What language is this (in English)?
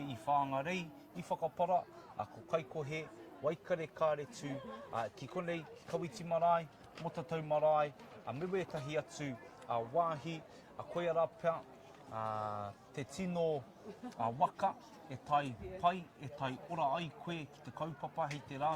Māori